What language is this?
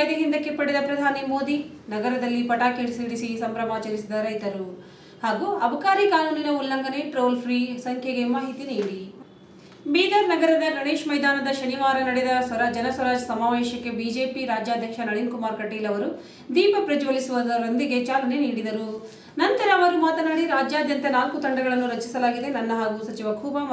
Kannada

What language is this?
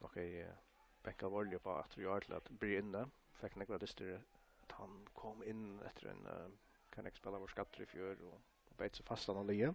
Faroese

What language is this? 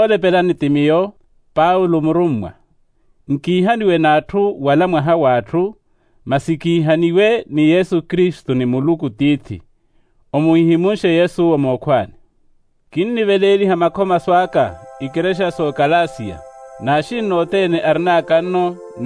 Makhuwa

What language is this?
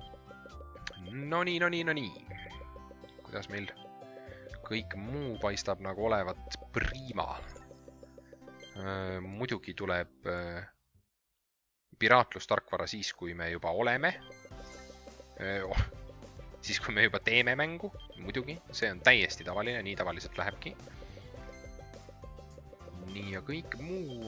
Estonian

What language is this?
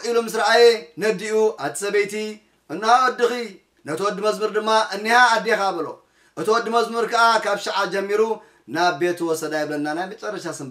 Tigrinya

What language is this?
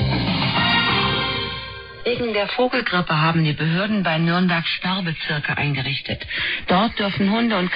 German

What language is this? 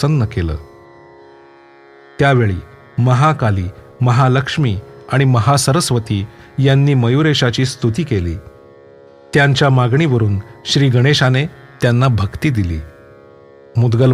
Marathi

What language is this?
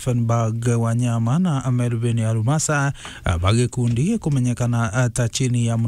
Meru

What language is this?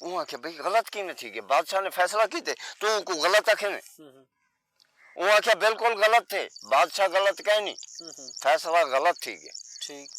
Saraiki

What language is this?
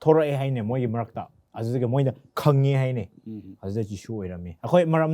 Manipuri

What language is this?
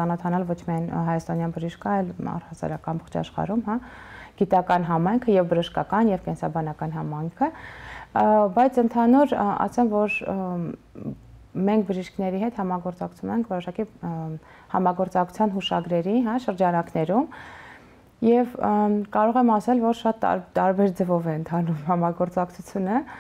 Armenian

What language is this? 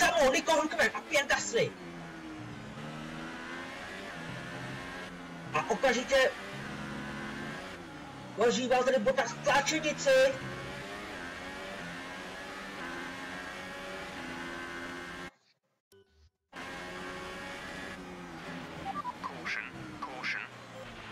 Czech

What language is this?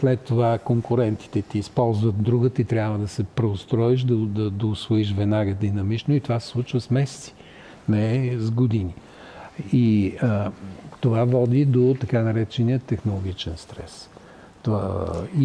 Bulgarian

